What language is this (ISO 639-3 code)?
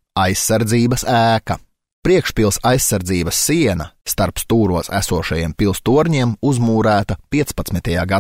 lav